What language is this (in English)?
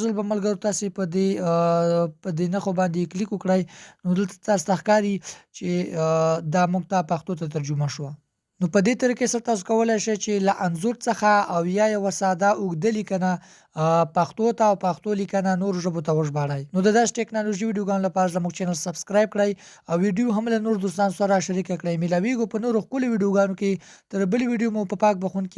Pashto